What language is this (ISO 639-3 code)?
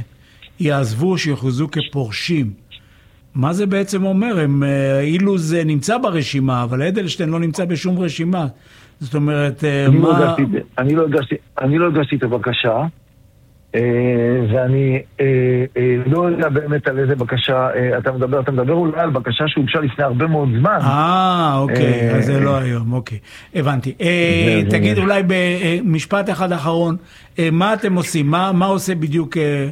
heb